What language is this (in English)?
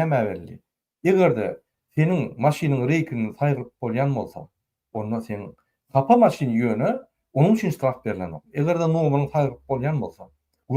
Turkmen